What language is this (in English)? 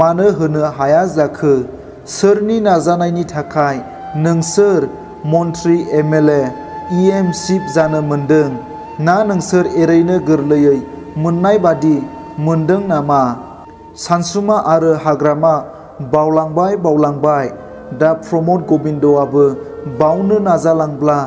Bodo